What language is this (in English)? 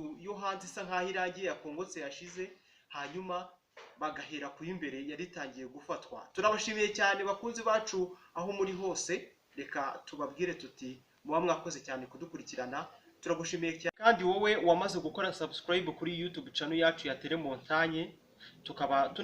Kinyarwanda